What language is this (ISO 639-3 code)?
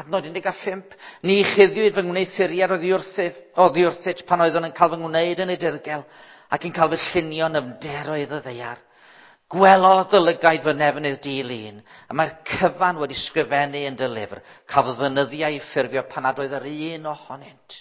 cym